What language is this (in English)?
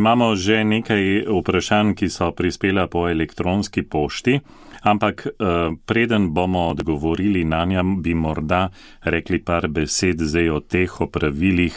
Slovenian